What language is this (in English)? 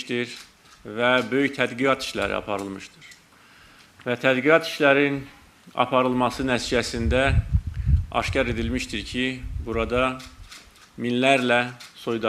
Azerbaijani